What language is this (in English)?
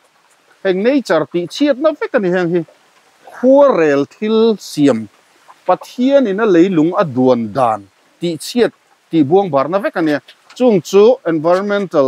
Mizo